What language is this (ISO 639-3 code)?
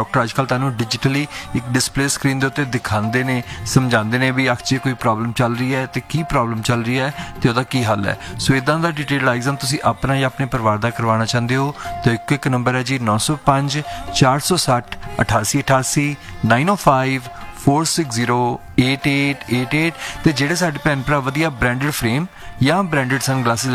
pan